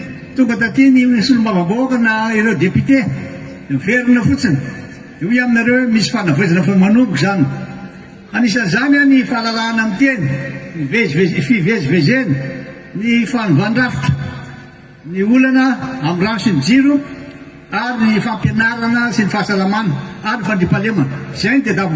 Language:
Malagasy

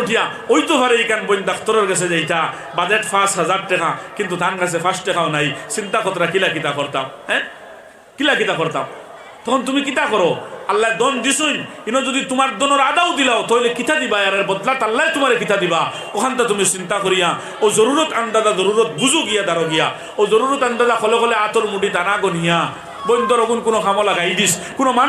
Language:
Sylheti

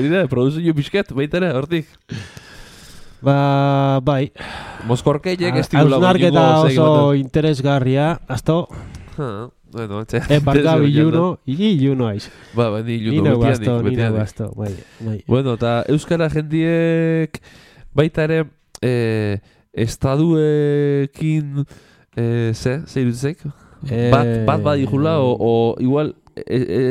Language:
Basque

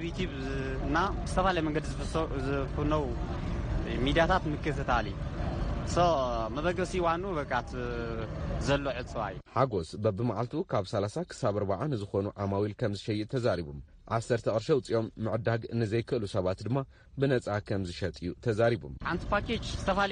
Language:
Tigrinya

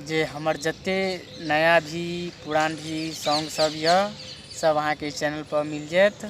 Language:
Maithili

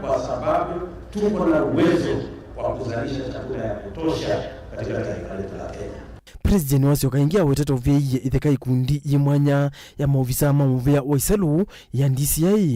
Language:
Kamba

